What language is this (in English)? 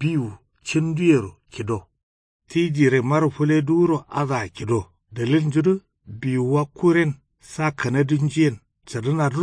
Kanuri